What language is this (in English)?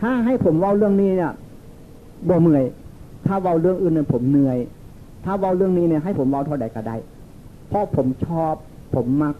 Northeastern Thai